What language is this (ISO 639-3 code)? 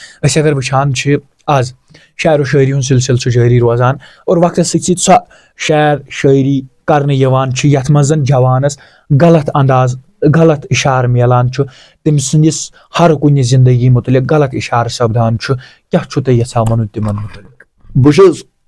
kas